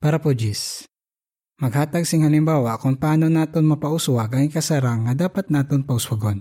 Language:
Hiligaynon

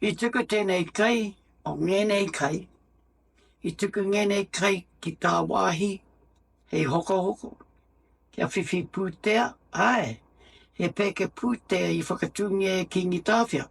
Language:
Māori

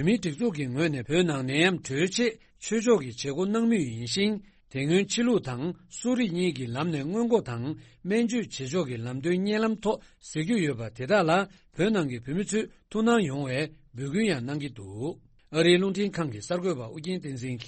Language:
Tibetan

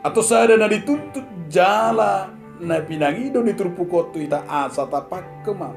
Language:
Batak Toba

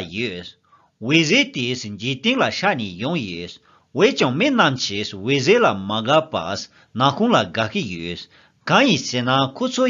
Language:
Tibetan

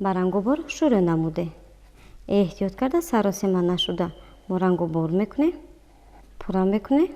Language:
Tajik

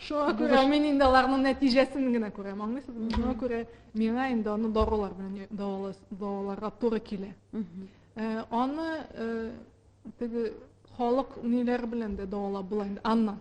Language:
Tatar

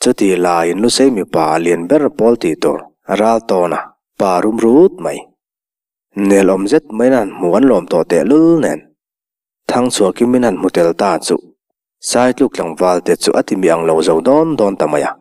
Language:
Mizo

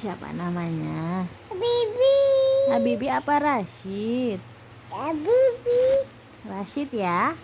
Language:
Betawi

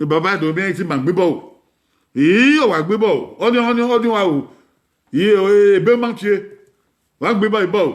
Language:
Bini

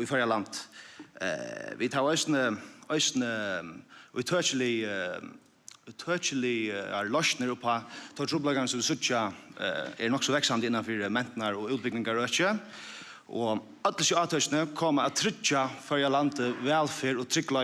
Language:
Faroese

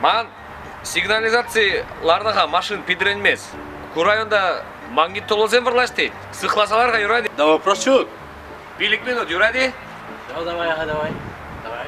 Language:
Chuvash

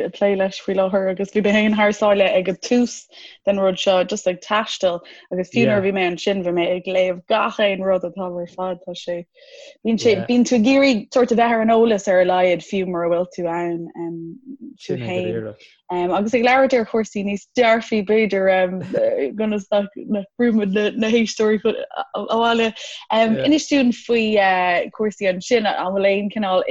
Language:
Irish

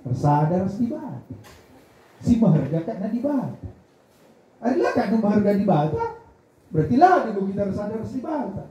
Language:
Batak Karo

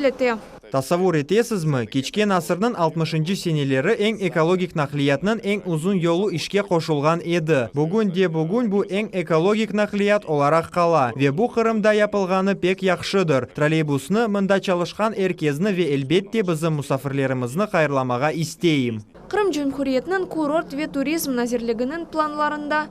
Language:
Crimean Tatar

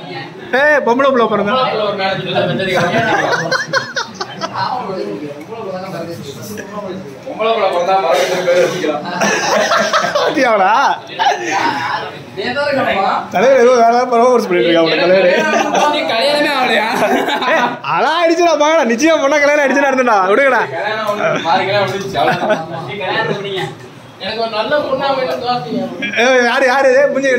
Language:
Tamil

